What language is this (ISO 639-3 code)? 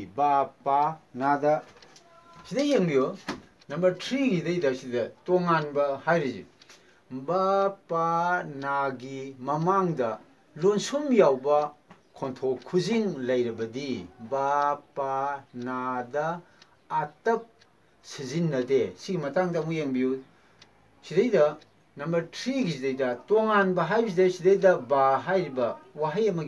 mni